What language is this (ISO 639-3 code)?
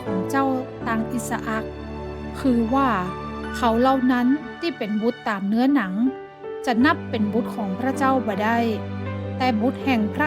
nod